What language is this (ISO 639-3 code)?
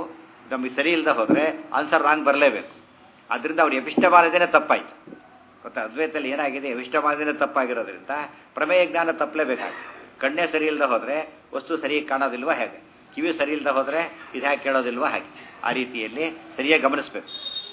kan